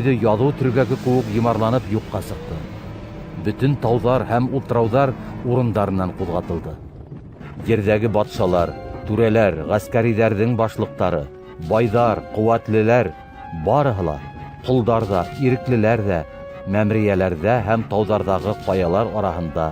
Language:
Bashkir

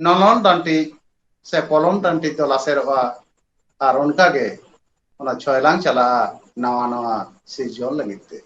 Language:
Santali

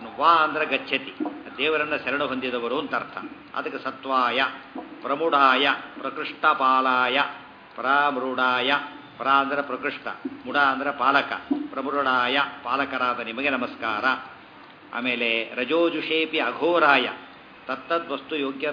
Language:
Kannada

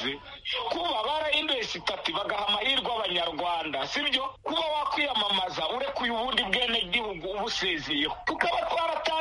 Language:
Kinyarwanda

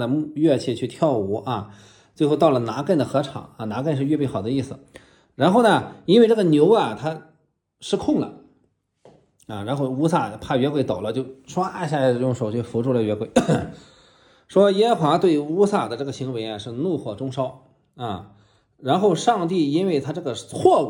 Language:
Chinese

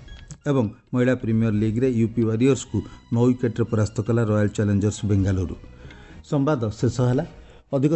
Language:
Odia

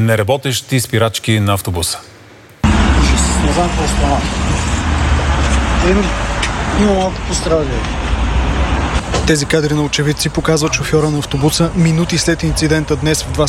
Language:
Bulgarian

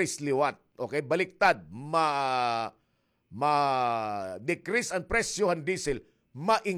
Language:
Waray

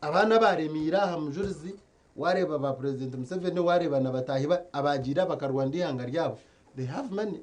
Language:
Nyankole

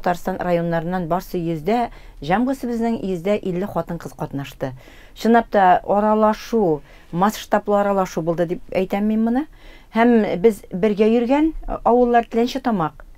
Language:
Tatar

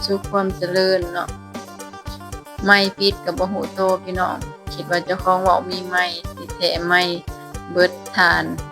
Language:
Lao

